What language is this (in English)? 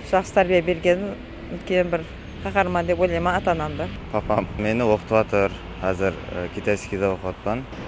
Kara-Kalpak